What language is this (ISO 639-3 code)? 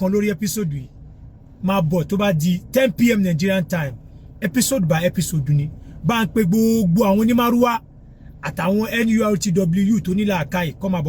yor